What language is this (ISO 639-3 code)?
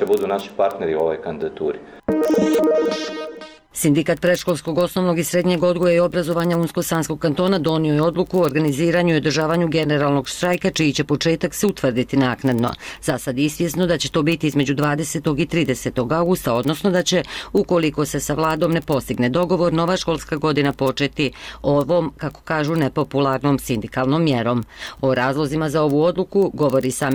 bos